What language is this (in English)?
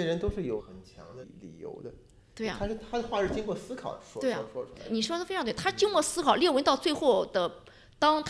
Chinese